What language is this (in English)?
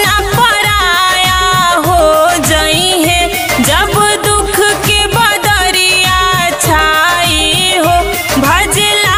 Bhojpuri